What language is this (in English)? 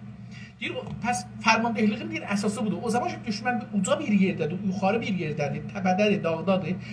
South Azerbaijani